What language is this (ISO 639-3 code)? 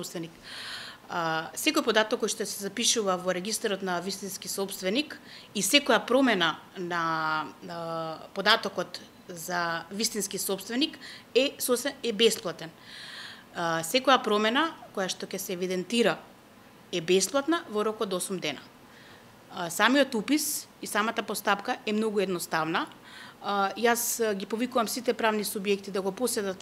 mkd